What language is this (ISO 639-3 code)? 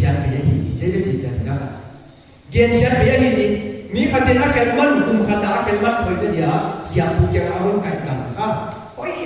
pck